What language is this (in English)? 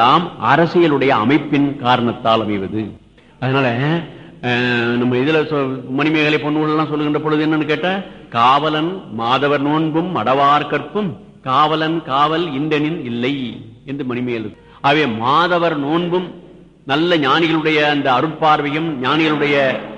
Tamil